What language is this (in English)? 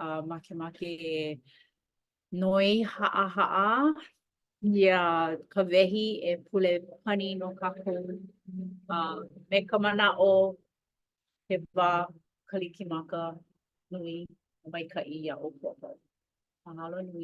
Hawaiian